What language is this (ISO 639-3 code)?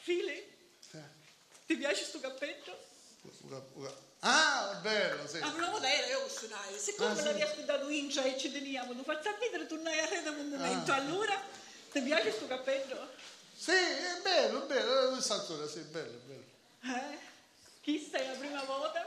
scn